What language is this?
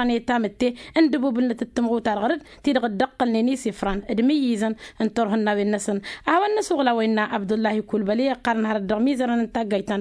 Tamasheq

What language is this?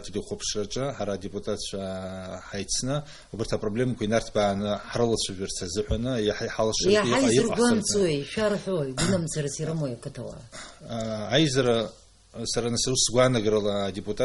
Abkhazian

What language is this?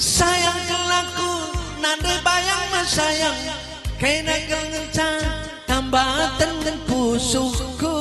Batak Karo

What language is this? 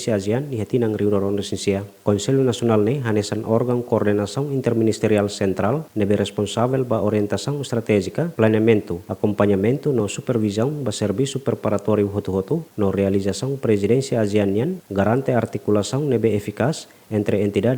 Tetum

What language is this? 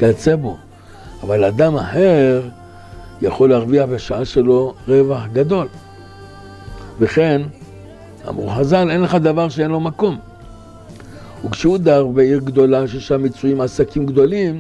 Hebrew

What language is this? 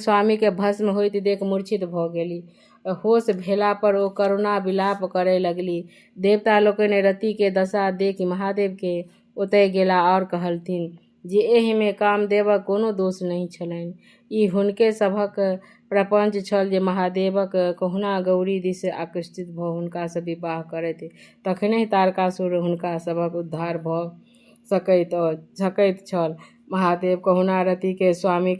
Maithili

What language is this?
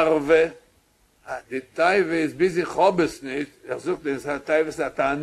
Yiddish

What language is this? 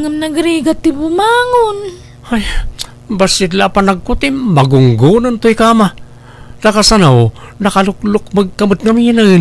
Iloko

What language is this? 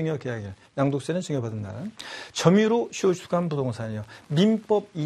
Korean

